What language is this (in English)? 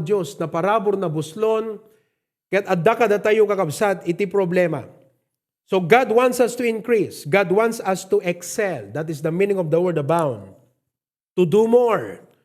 Iloko